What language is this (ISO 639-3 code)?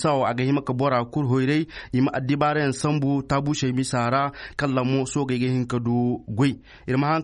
ses